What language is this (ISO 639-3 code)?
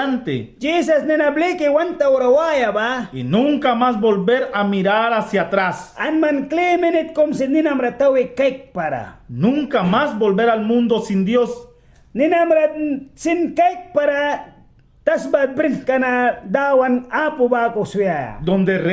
miq